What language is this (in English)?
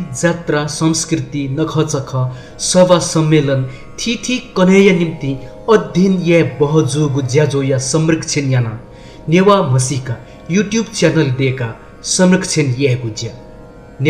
Newari